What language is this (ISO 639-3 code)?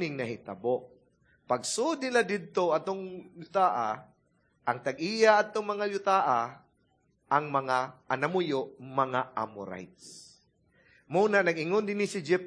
ceb